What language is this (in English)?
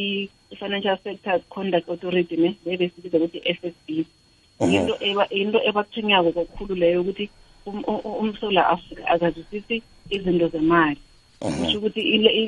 South Ndebele